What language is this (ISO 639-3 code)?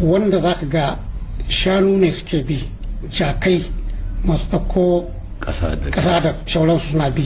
hau